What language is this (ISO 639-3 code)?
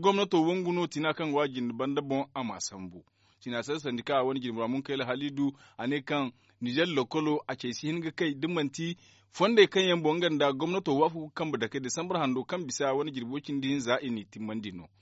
dje